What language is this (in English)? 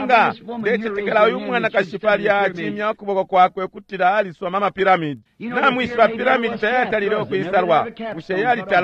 Bemba